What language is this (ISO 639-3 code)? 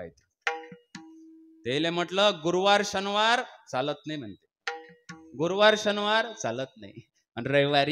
mar